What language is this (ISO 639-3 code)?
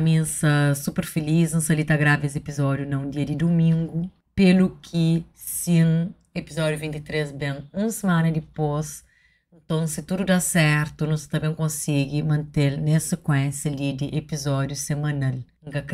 kea